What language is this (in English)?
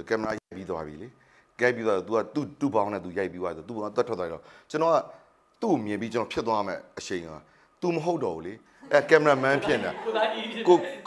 Burmese